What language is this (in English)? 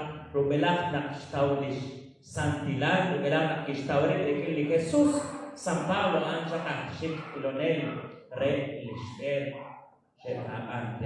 Kekchí